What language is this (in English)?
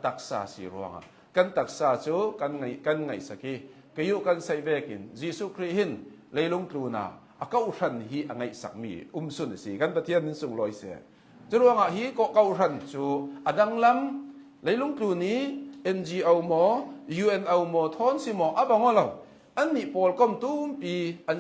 Hakha Chin